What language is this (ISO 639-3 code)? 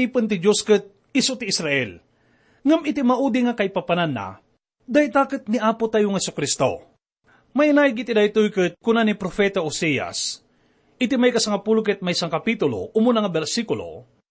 ilo